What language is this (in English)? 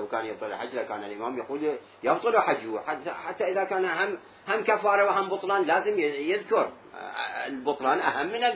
Mesopotamian Arabic